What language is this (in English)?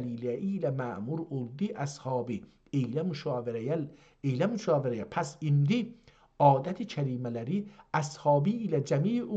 South Azerbaijani